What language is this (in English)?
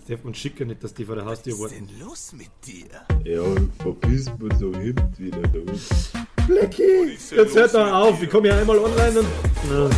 Bavarian